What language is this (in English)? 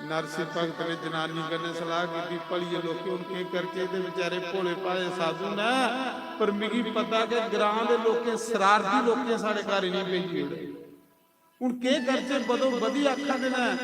Dogri